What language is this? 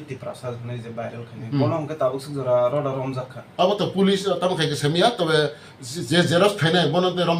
Kok Borok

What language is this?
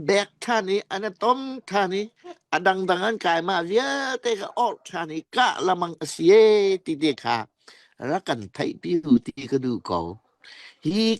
Falam Chin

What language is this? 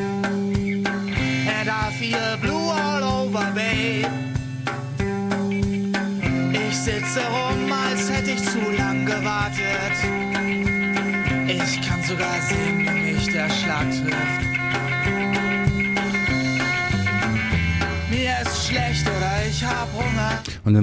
German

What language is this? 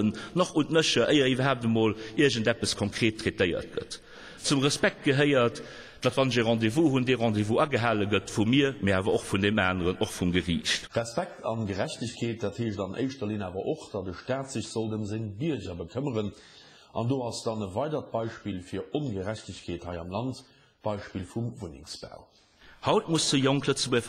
Luxembourgish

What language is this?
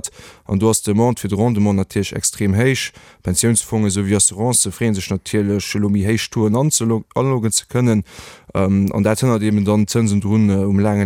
Luxembourgish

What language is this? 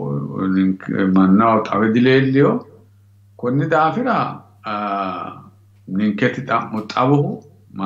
Sidamo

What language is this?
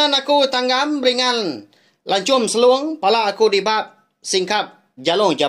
Iban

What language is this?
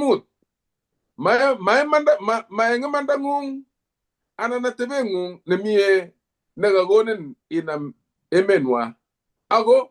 Kalenjin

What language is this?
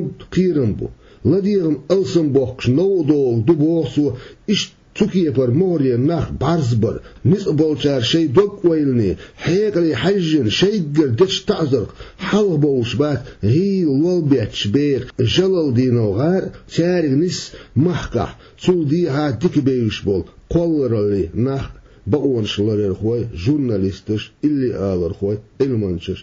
Chechen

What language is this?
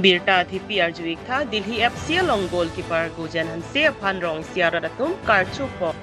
Karbi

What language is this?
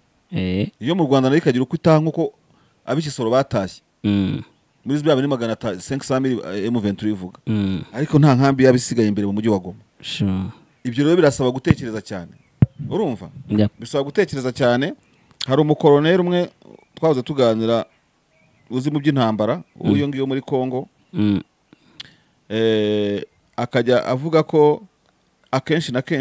Kinyarwanda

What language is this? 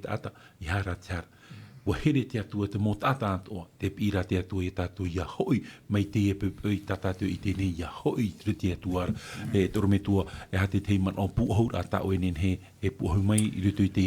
Tahitian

